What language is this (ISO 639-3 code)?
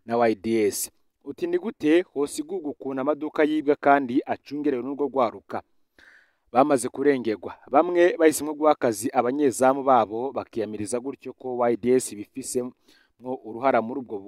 run